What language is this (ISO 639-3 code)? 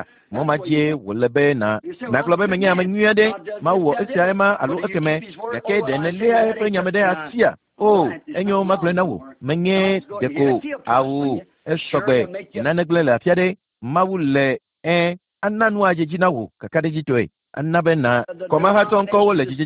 ewe